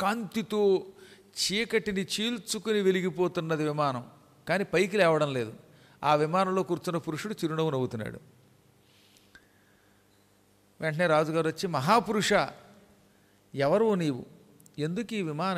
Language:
Telugu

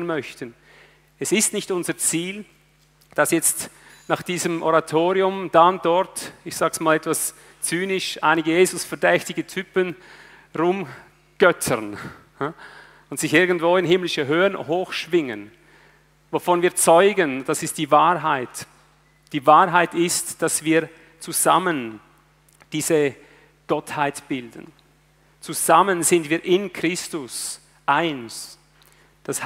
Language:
German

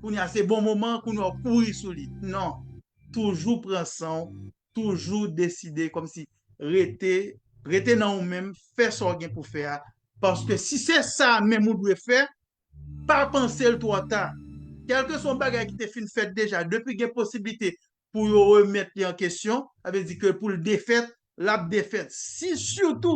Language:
Haitian Creole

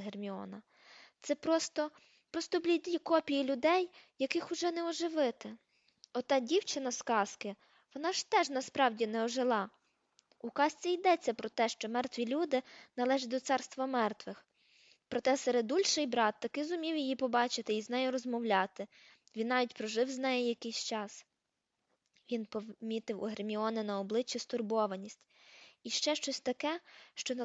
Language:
Ukrainian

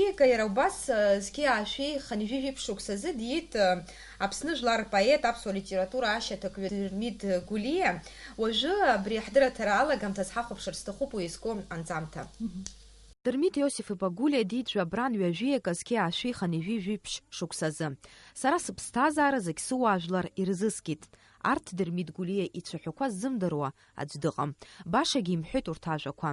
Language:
Abkhazian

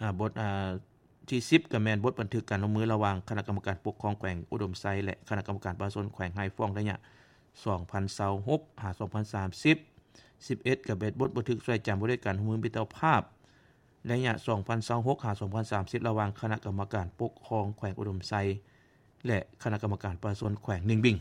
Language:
Lao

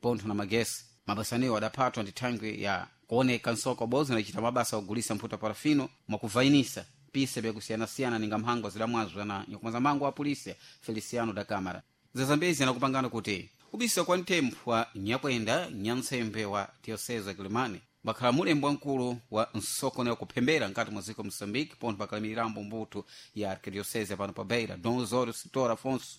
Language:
Sena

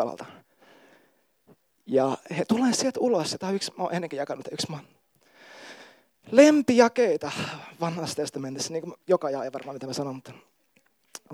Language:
Finnish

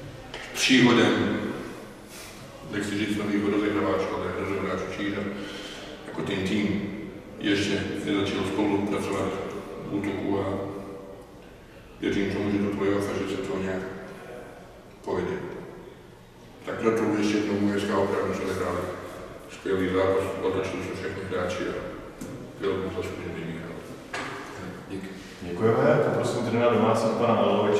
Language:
Czech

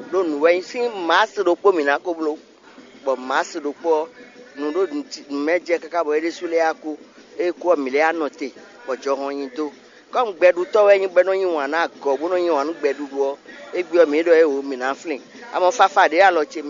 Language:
Fon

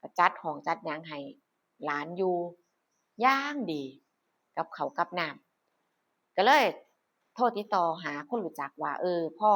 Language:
Northeastern Thai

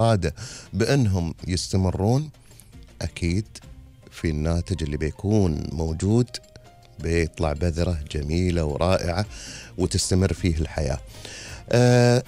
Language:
Gulf Arabic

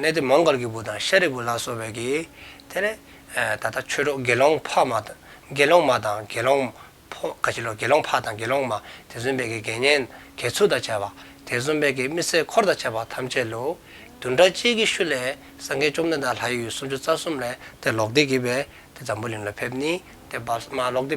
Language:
Dzongkha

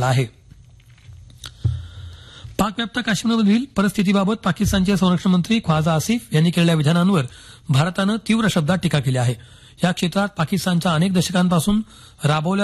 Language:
Marathi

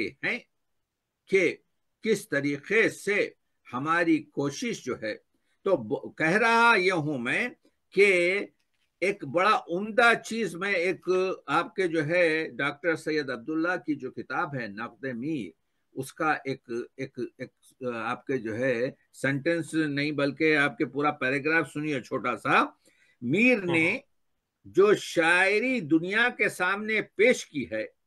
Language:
Urdu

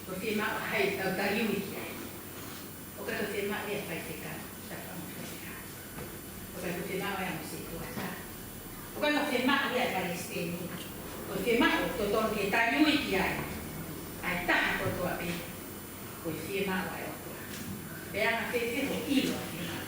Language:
Tongan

